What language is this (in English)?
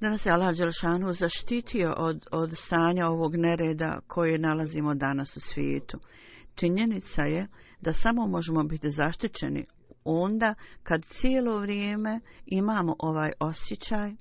Bosnian